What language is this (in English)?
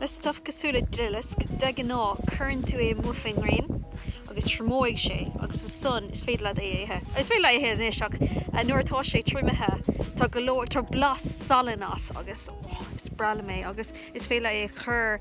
Irish